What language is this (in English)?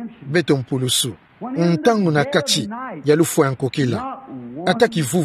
Kituba (Democratic Republic of Congo)